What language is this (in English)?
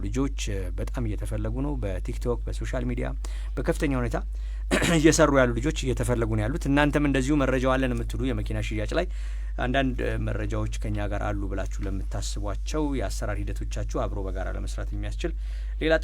Amharic